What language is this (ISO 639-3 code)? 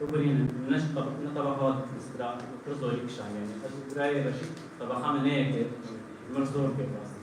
kur